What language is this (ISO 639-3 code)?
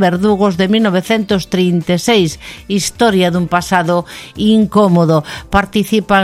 glg